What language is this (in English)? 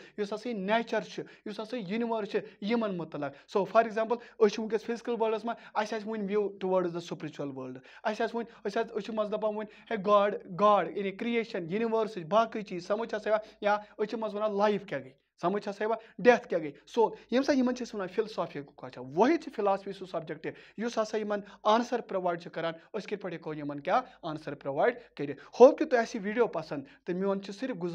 Kashmiri